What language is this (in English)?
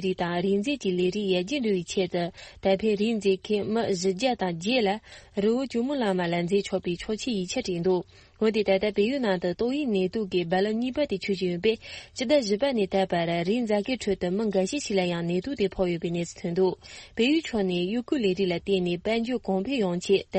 Tibetan